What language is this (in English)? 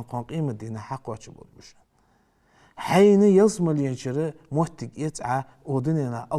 Ingush